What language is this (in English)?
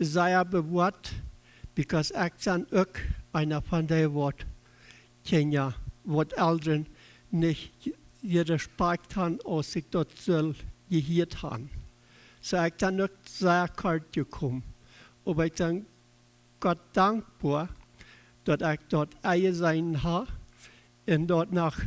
Plautdietsch